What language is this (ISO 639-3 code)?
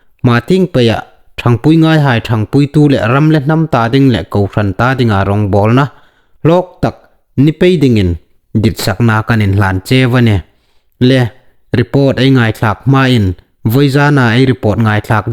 hmr